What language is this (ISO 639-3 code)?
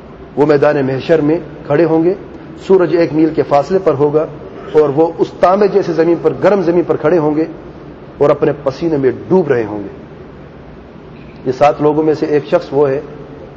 urd